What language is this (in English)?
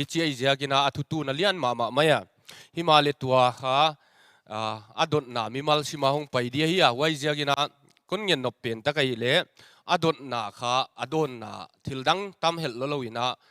Paite Chin